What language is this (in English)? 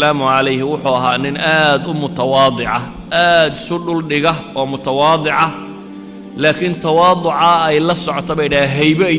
Somali